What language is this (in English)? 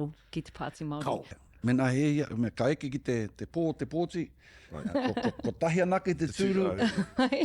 Māori